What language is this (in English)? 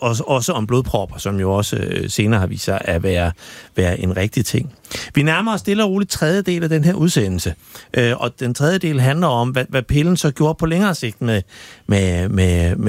Danish